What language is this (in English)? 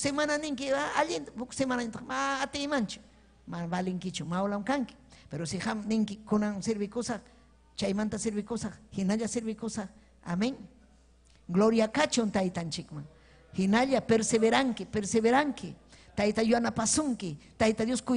Ayacucho Quechua